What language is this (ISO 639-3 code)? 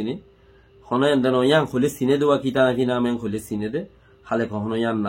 rhg